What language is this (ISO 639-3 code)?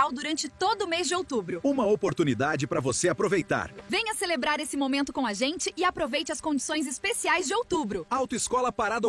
por